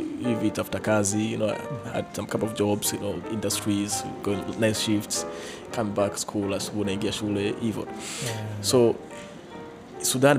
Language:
Swahili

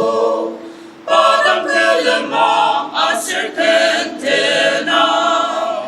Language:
Ao Naga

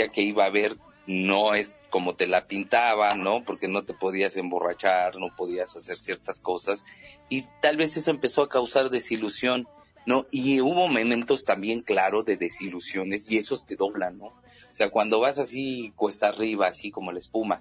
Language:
Spanish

